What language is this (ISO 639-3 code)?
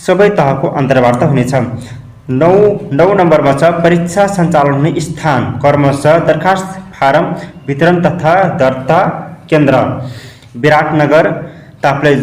nep